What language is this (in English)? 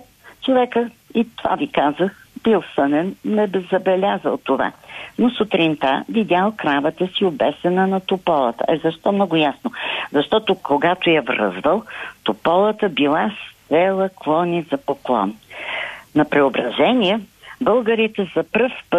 Bulgarian